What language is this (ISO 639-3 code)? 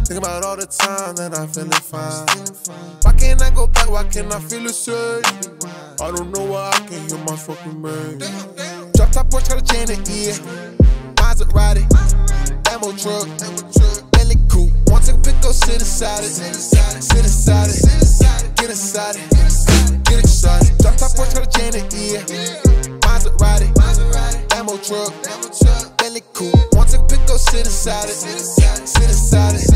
eng